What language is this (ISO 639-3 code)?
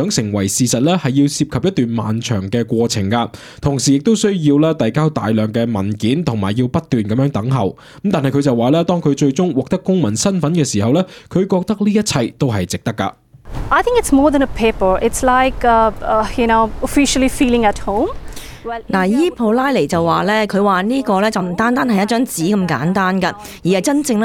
yue